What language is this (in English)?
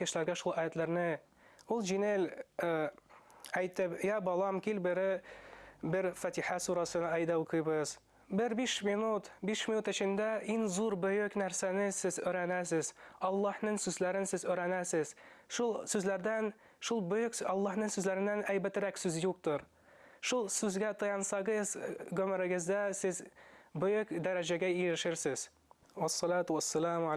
Tatar